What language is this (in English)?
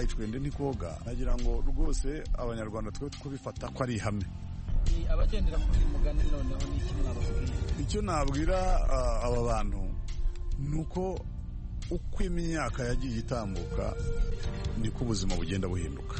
Kinyarwanda